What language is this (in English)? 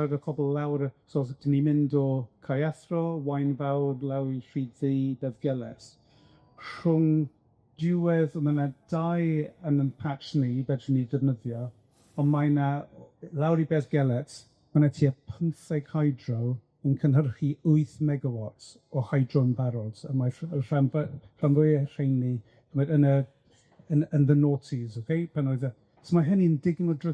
Welsh